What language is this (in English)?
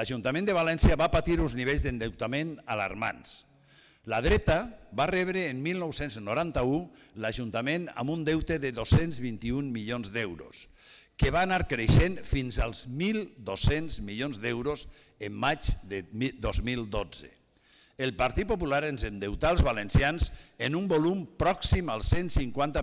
Catalan